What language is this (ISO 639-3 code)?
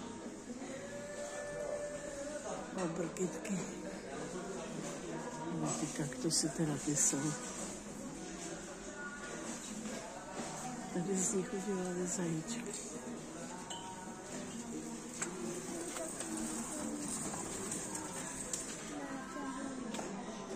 ces